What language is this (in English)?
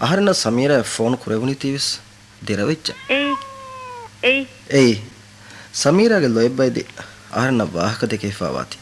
Divehi